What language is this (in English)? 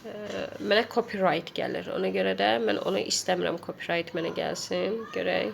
Azerbaijani